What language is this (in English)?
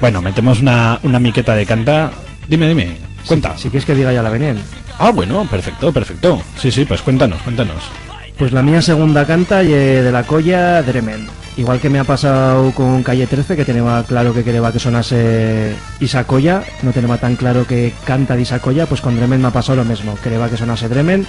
Aragonese